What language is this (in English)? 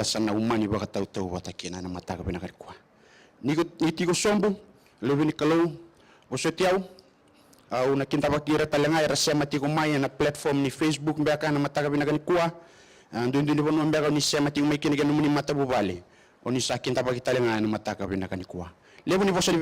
Fijian